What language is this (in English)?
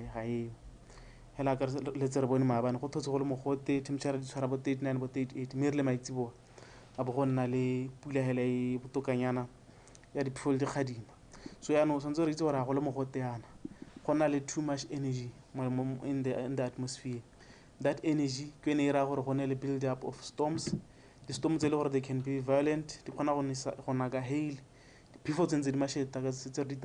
Tswana